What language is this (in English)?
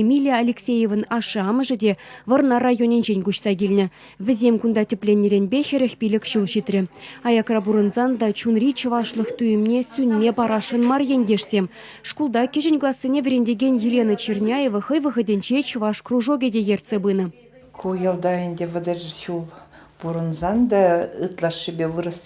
Chuvash